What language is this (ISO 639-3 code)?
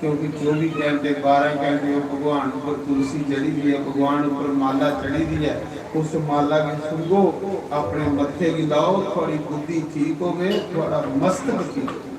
doi